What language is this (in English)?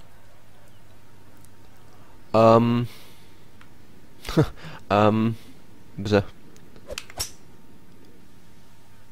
Czech